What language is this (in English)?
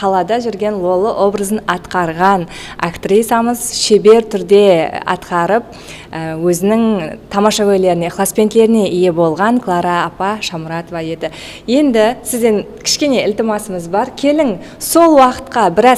Kara-Kalpak